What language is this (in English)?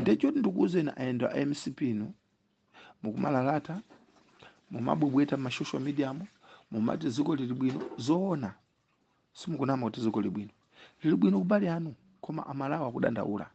Nyanja